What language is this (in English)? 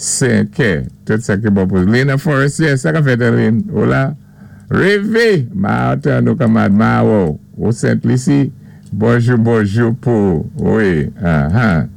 Saint Lucian Creole French